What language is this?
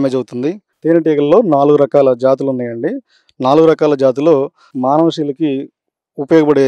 Telugu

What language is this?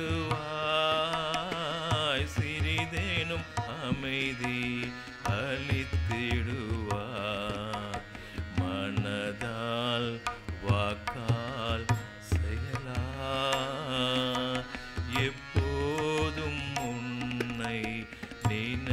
Tamil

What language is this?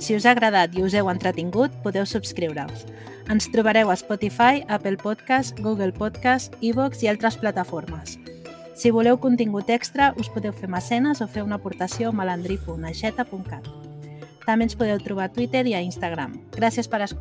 Catalan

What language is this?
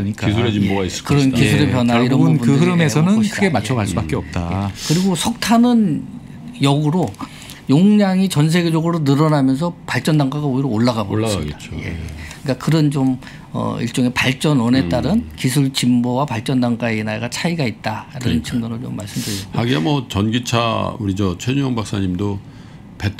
Korean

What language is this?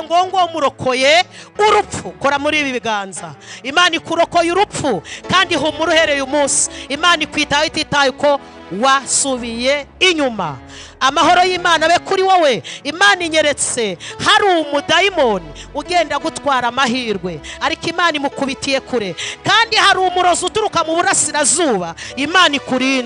Kinyarwanda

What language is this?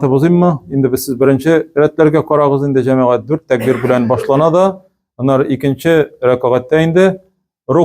Tatar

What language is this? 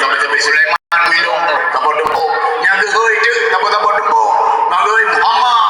Achinese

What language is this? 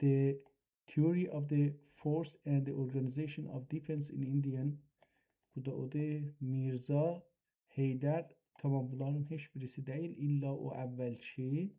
South Azerbaijani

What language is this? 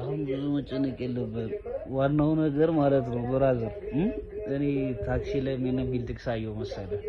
Amharic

